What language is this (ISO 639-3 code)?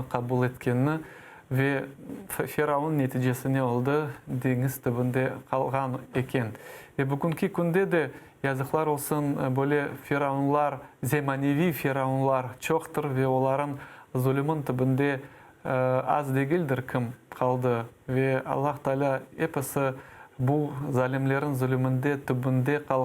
crh